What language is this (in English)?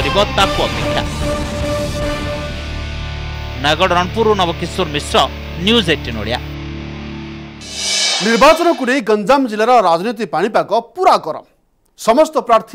Odia